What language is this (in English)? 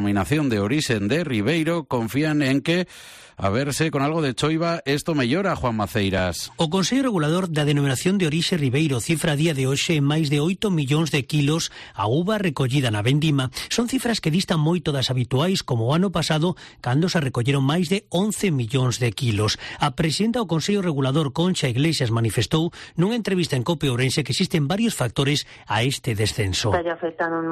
Galician